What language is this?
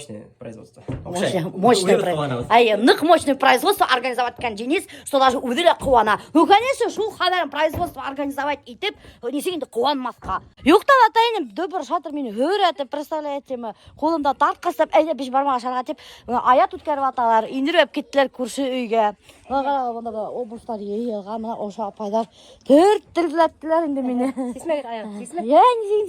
Bashkir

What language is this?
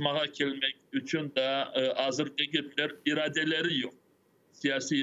Crimean Tatar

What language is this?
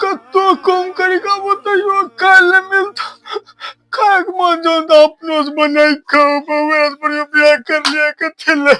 Maithili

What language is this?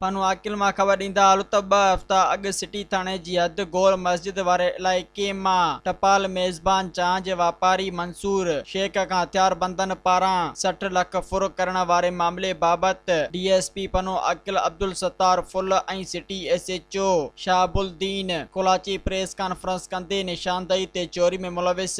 Sindhi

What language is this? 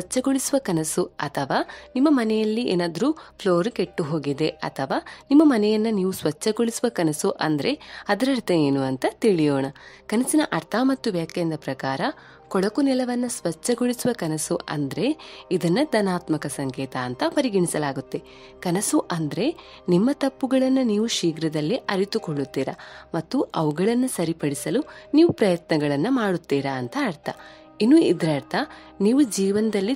Kannada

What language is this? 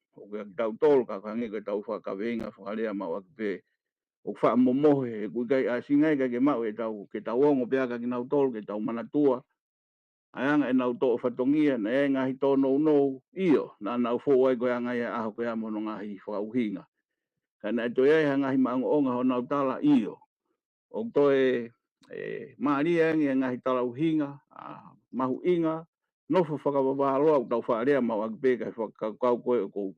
Tongan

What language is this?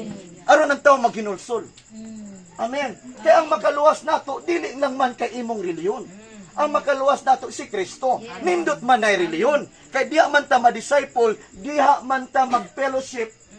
Cebuano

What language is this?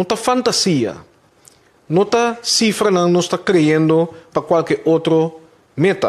Papiamento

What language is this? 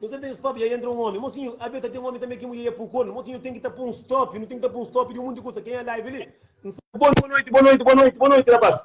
Kabuverdianu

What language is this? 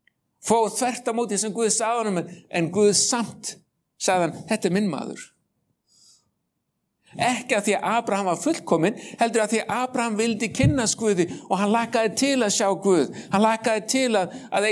Icelandic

